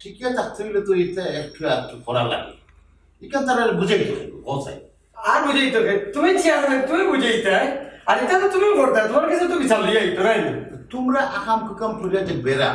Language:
Sylheti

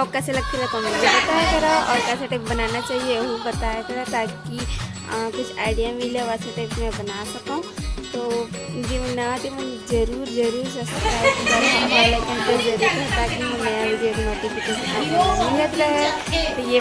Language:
Chhattisgarhi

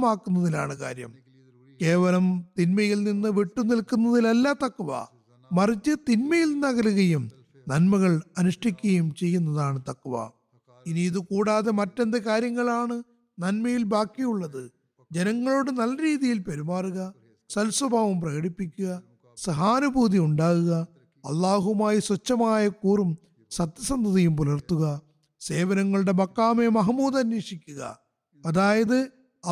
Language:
Malayalam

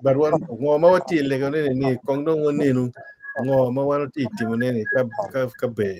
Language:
Acoli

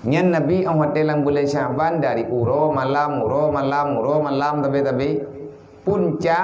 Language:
Achinese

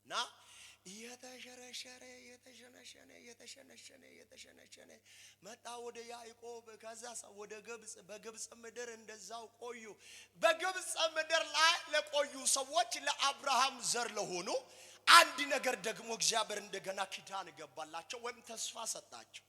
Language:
Amharic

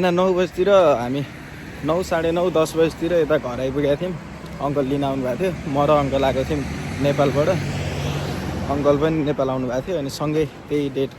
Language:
Nepali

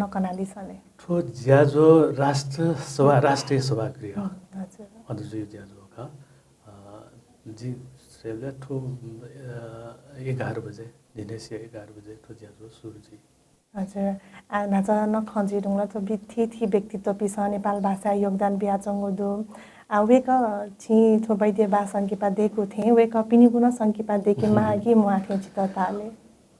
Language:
Newari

